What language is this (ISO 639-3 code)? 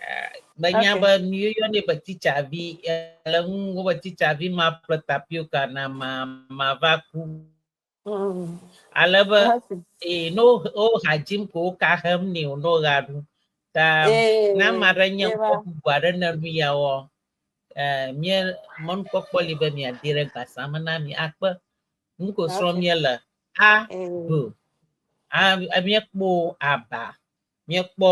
ewe